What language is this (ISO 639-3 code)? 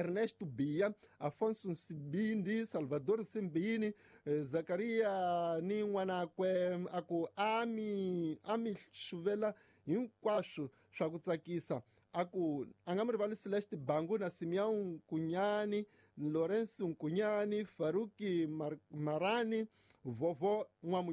tso